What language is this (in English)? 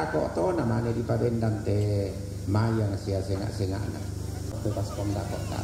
Toraja-Sa'dan